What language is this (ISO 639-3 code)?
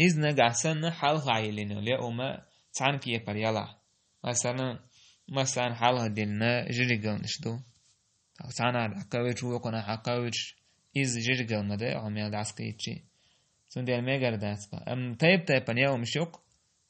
che